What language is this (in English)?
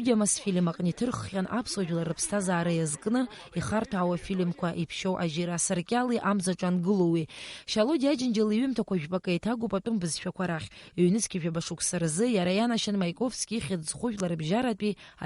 Abkhazian